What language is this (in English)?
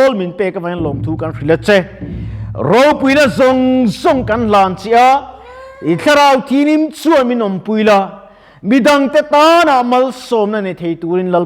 Mizo